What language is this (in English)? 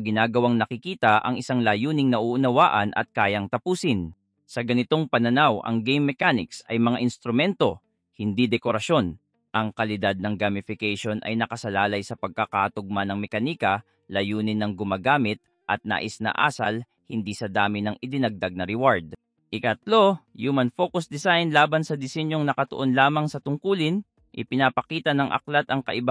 Filipino